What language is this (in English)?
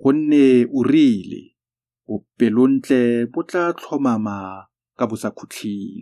Tswana